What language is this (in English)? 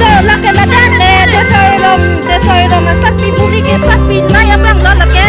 Karbi